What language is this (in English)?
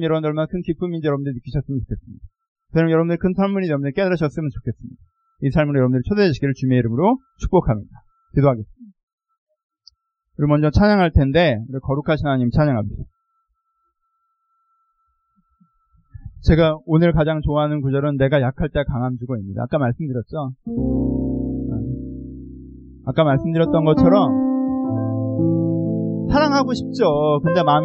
Korean